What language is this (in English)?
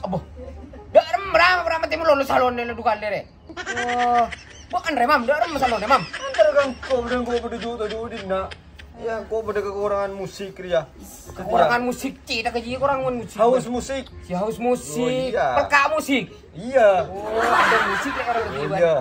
Madurese